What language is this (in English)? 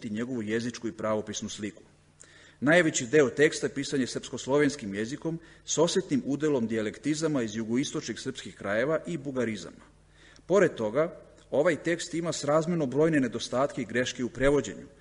Serbian